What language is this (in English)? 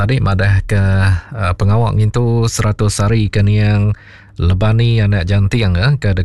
Iban